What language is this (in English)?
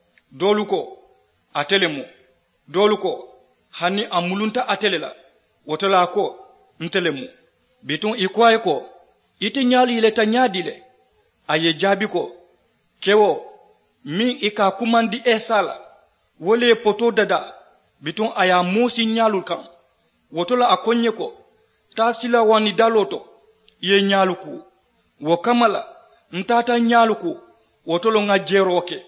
Mandingo